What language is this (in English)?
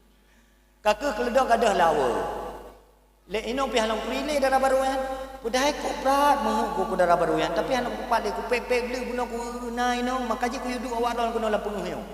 Achinese